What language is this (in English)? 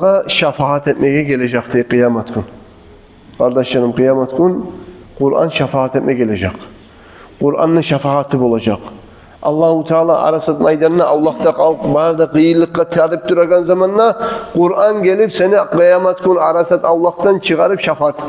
Kumyk